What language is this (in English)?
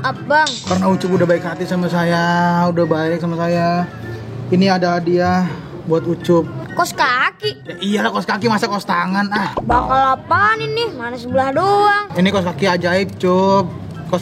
Betawi